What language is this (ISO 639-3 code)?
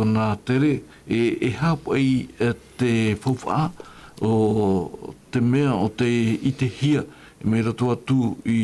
tah